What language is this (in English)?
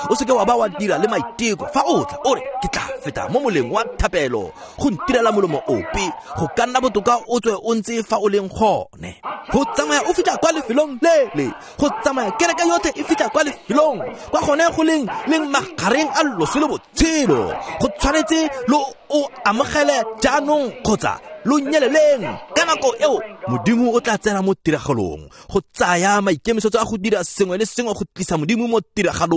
Tswana